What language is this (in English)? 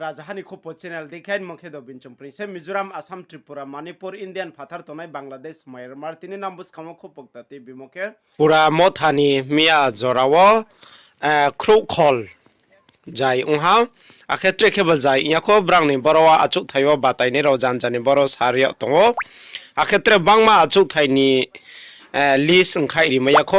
Riang (India)